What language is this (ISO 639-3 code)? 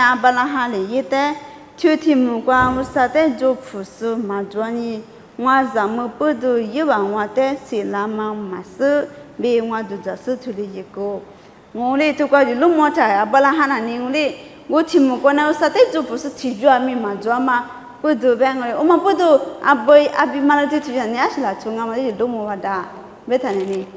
lis